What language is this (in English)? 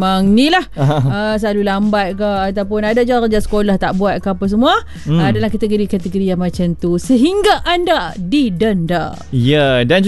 Malay